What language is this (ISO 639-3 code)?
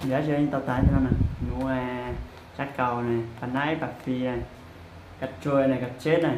hmn